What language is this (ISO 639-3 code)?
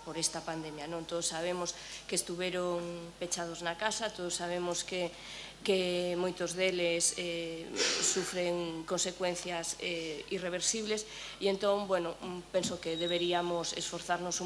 glg